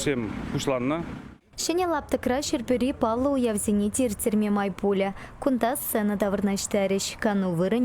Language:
Chuvash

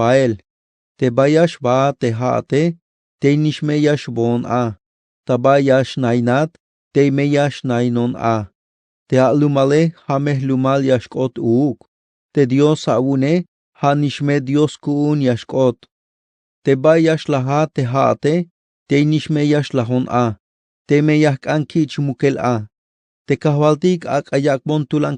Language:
Tzeltal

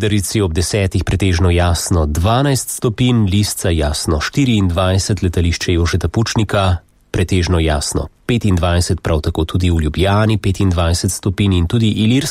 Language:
Slovenian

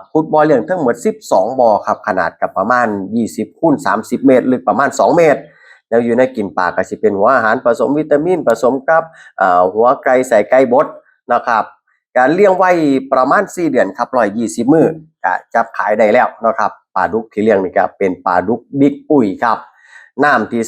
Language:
Northeastern Thai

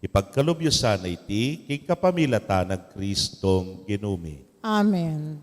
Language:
Pampanga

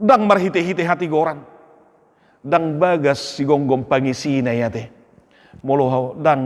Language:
Batak Toba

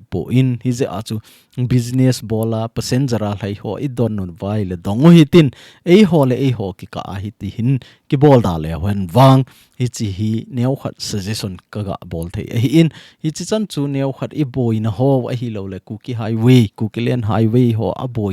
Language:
Thado Chin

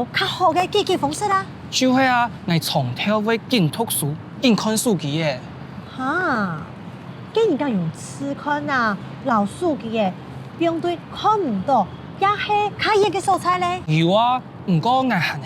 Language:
Hakka Chinese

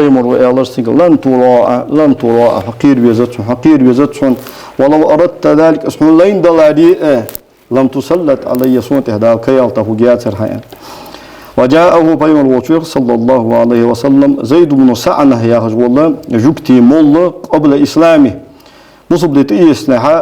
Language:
Ingush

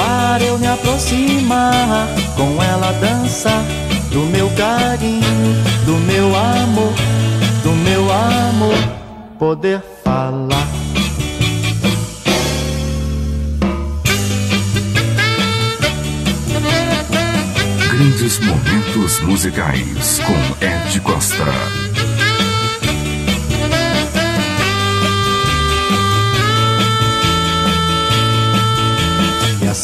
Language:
Portuguese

